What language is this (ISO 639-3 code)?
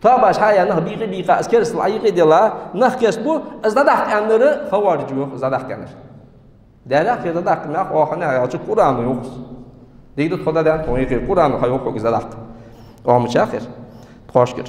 inh